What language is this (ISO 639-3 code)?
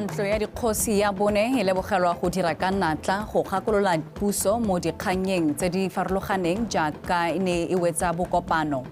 tsn